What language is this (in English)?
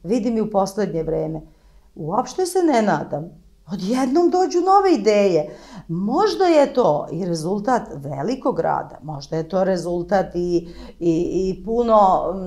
Serbian